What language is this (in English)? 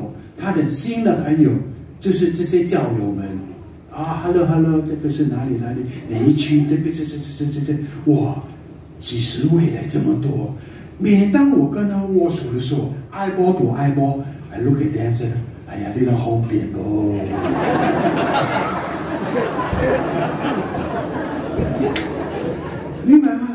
Chinese